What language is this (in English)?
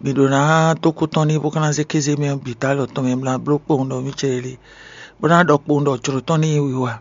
Fon